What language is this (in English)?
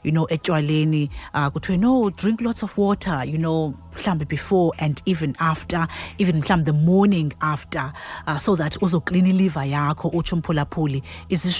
Xhosa